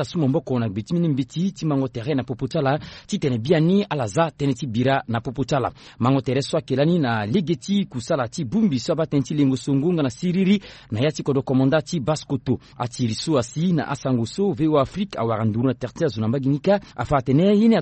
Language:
Sango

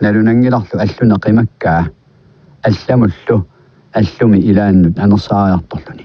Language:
Kalaallisut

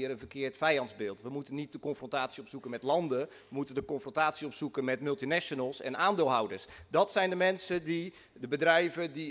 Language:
Dutch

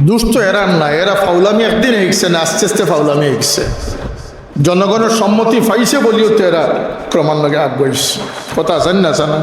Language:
Sylheti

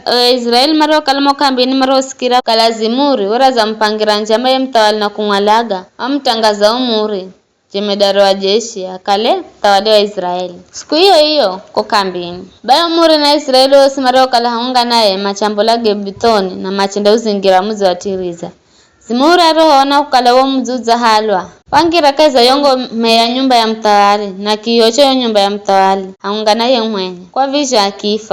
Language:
Giryama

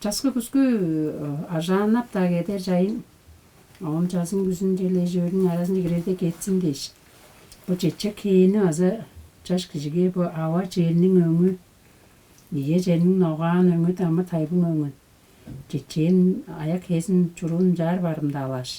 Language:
Tuvinian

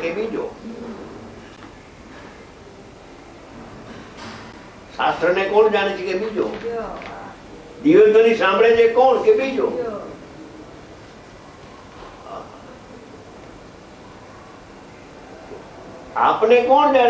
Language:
Gujarati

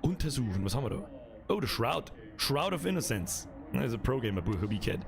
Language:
Bavarian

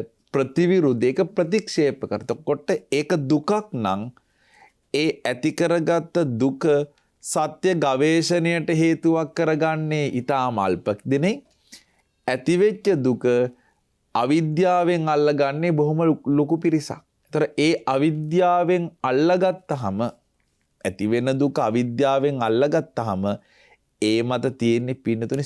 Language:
Sinhala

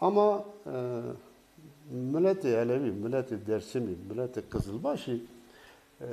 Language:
Zaza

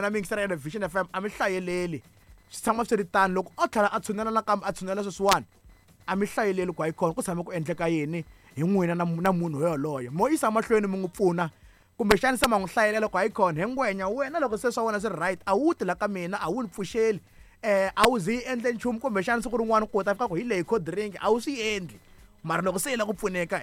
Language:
Tsonga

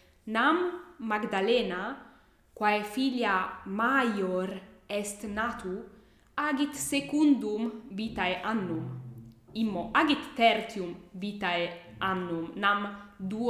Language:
Latin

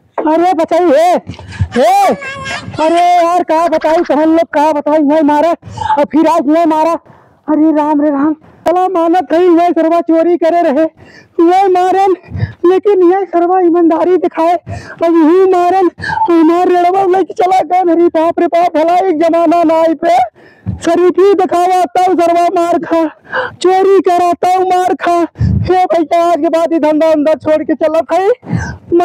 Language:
Awadhi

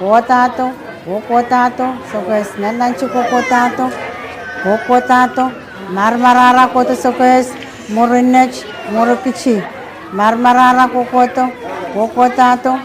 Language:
Pohnpeian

